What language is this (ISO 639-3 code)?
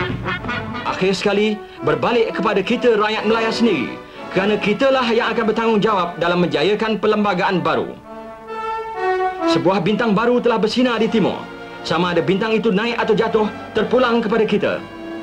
msa